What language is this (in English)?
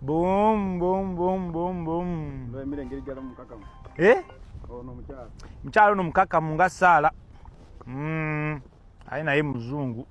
Ganda